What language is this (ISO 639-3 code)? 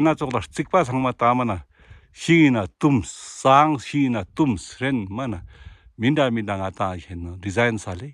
lbj